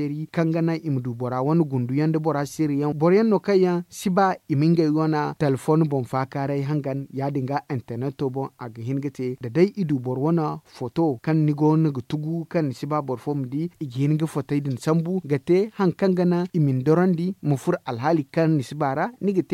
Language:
Zarma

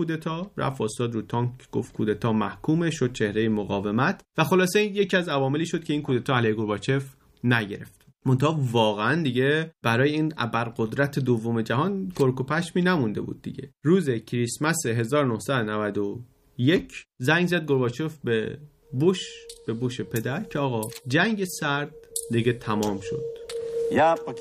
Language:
Persian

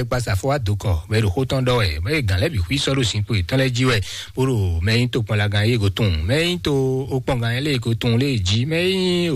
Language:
Fon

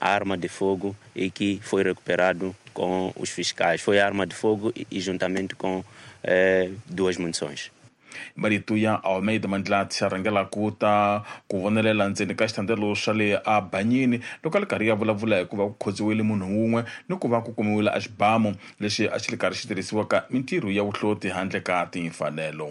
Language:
Tsonga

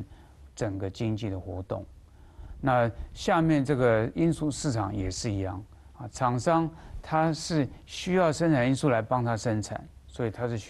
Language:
Chinese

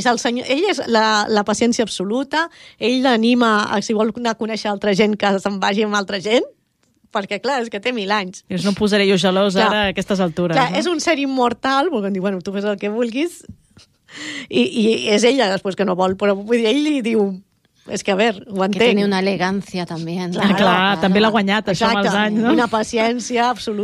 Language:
Catalan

